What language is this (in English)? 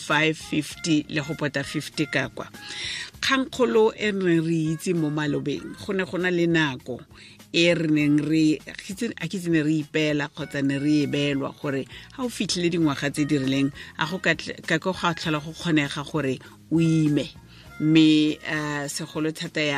Tswana